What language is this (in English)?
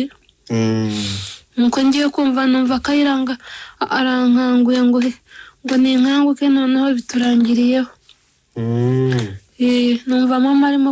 Kinyarwanda